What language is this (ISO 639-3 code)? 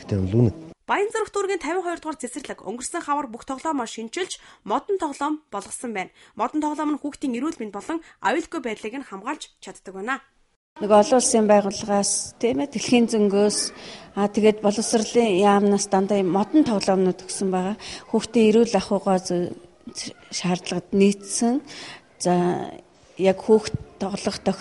mon